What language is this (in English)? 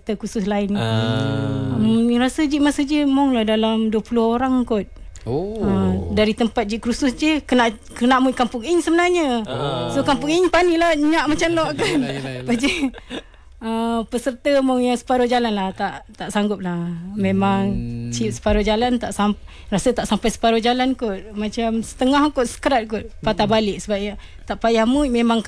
Malay